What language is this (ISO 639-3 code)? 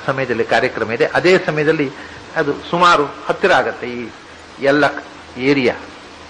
kan